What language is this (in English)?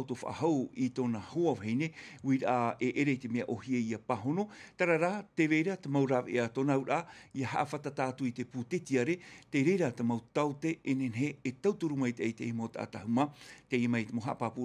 Tahitian